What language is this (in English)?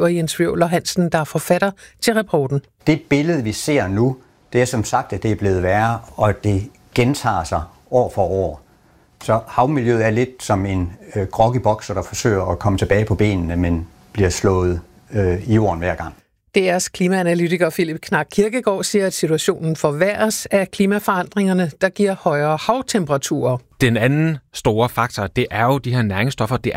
Danish